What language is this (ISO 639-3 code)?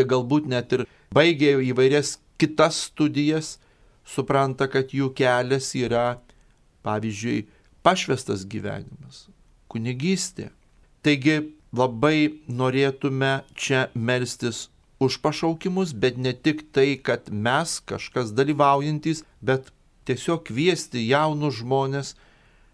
lit